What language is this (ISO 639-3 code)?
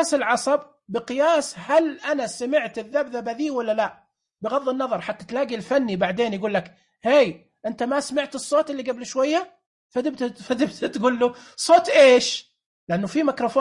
ars